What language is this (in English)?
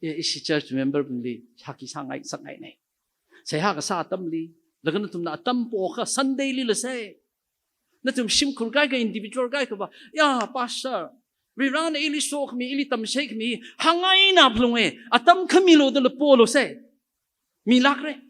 Tangkhul Naga (India)